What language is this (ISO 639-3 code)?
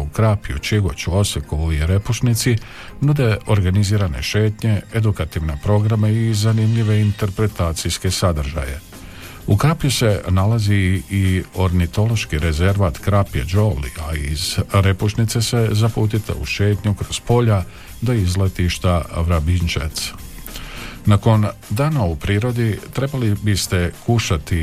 hrv